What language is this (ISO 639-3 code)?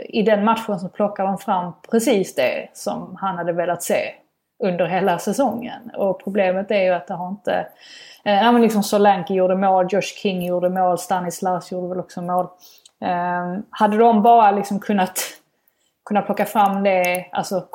swe